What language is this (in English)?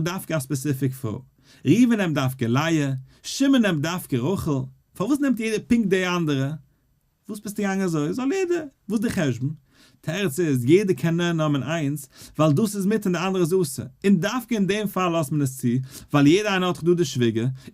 Yiddish